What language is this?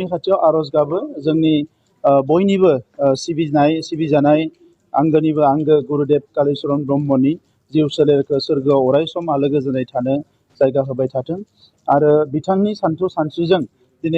Bodo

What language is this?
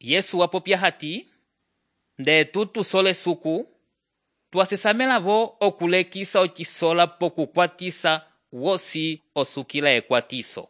Umbundu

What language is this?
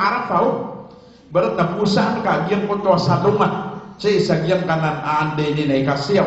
Maranao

